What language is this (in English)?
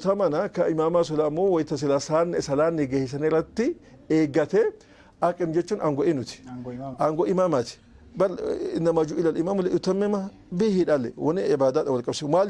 Oromo